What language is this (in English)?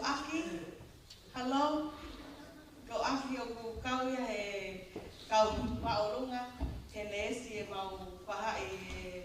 Tongan